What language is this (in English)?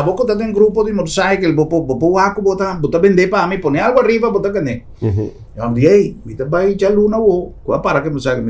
Papiamento